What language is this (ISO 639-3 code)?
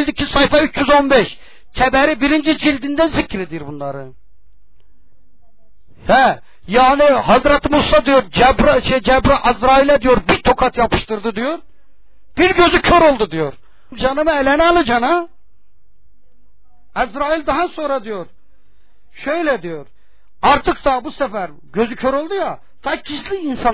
tur